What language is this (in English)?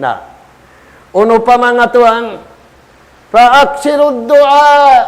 Tausug